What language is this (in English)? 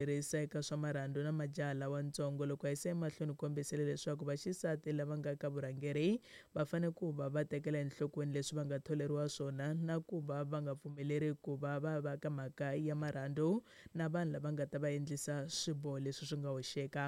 Tsonga